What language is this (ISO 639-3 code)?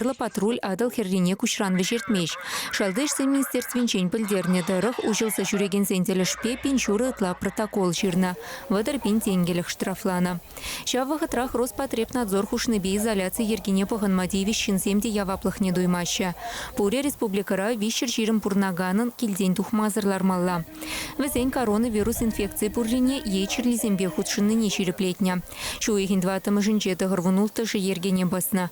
chv